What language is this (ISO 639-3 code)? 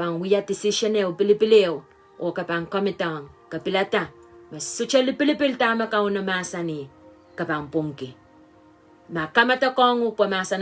pon